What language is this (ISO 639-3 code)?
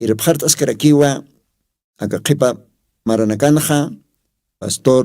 aym